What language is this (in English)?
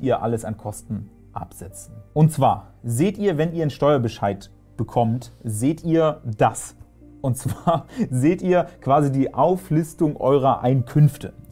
German